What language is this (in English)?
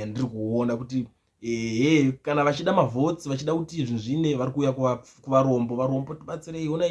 Shona